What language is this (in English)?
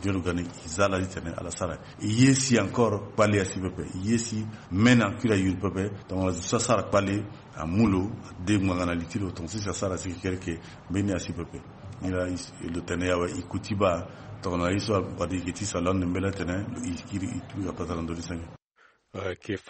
Sango